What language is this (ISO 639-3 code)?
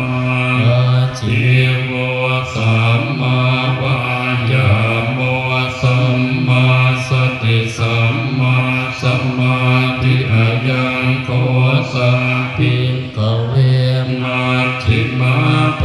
pli